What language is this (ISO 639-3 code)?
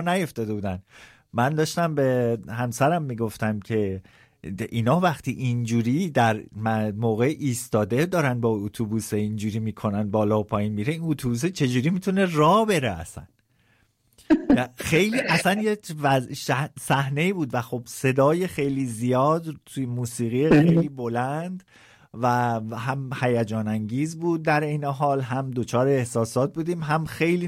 fas